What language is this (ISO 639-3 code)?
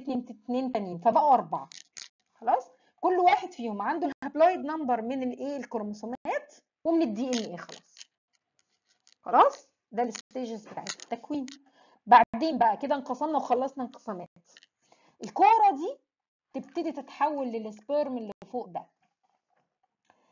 arz